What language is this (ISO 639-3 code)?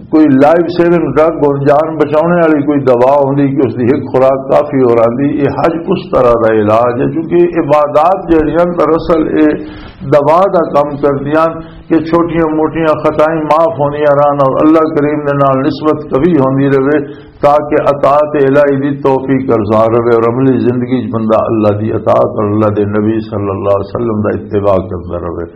lah